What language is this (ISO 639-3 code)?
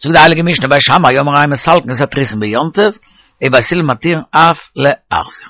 yid